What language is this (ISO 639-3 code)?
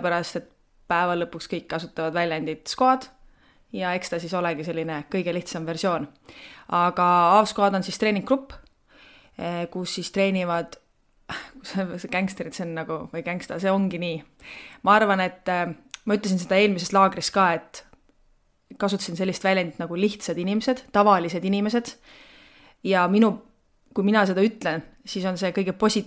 est